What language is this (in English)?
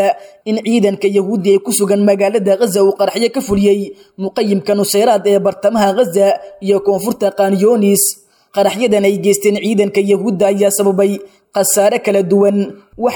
Somali